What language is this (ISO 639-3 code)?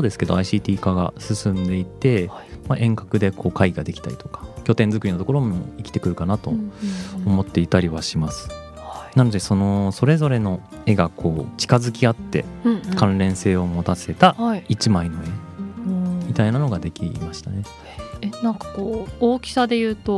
jpn